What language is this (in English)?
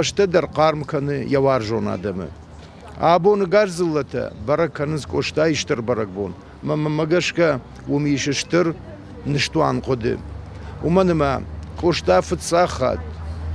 Ossetic